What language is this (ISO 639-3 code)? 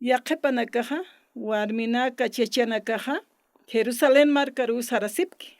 aym